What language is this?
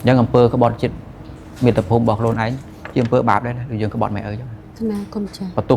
Khmer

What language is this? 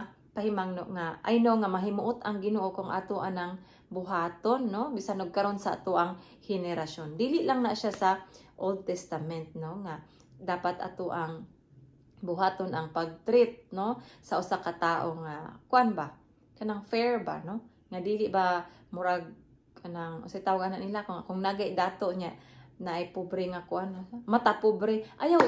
Cebuano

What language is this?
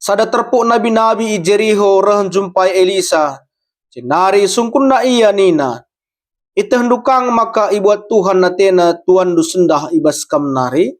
Batak Karo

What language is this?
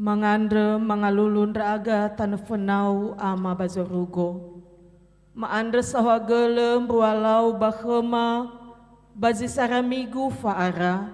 Nias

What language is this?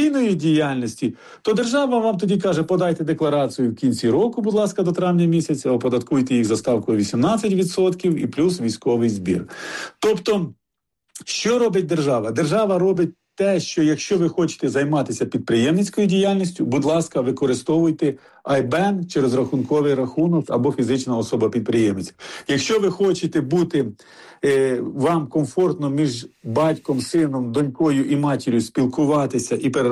Ukrainian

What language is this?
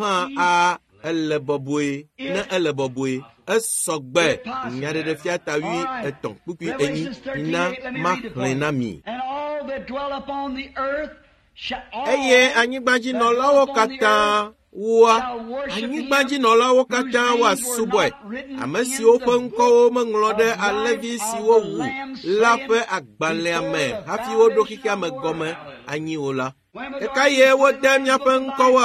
Ewe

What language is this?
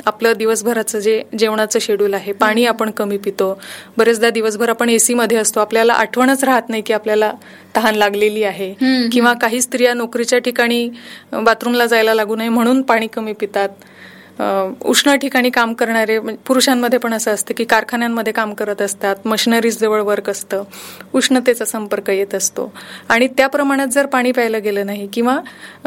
Marathi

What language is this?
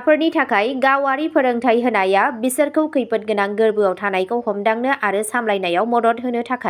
Bodo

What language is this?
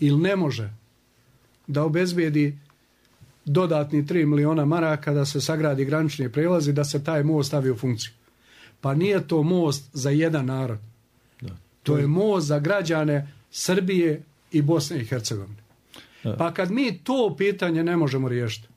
Serbian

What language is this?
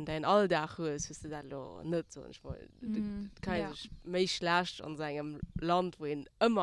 Luxembourgish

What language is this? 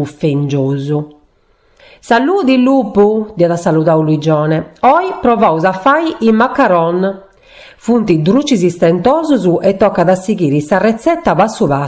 Sardinian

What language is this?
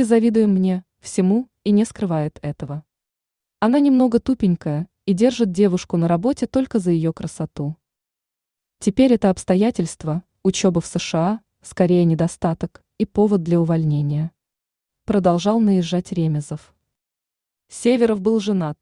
Russian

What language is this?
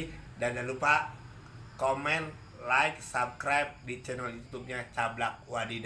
Betawi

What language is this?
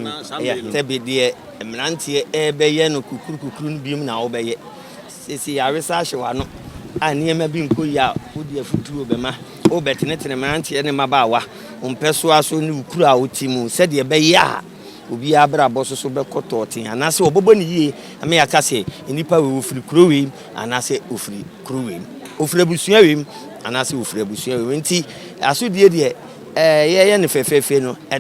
Akan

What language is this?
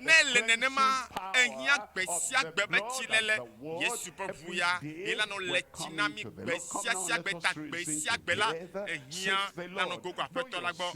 Ewe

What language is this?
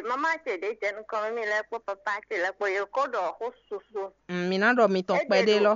Fon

